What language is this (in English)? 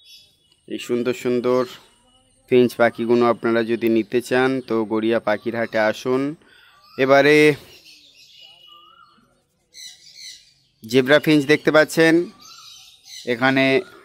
Bangla